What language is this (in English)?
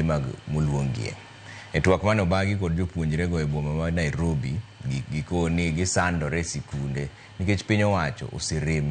Luo (Kenya and Tanzania)